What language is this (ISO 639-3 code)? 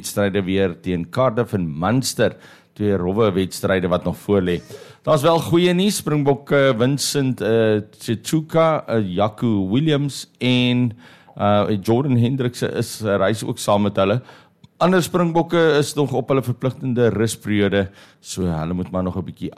afr